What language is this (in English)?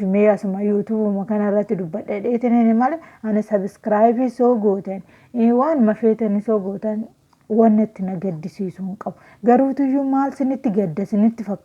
Oromo